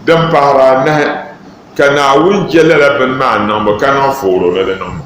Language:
Dagbani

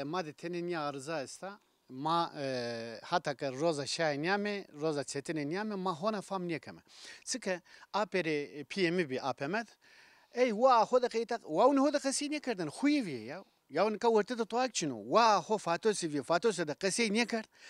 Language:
Zaza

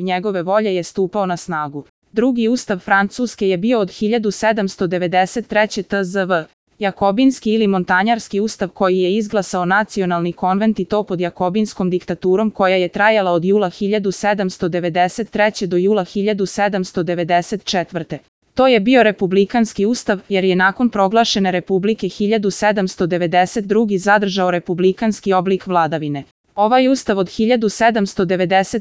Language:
Serbian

